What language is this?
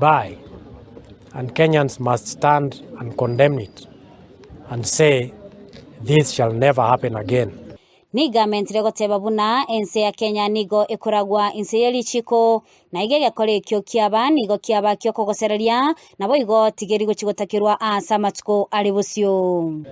Gusii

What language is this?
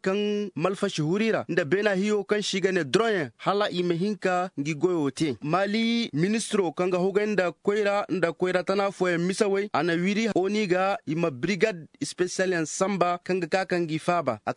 Zarma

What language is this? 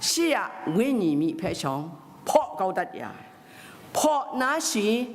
Kachin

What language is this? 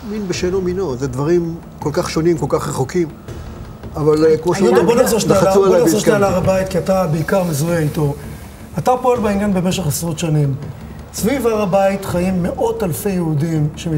Hebrew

